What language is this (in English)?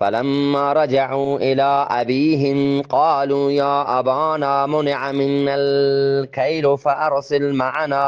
Eastern Balochi